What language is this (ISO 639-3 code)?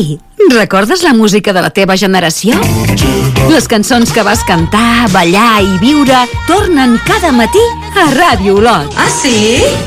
cat